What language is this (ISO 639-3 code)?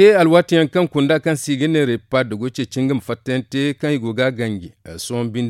dje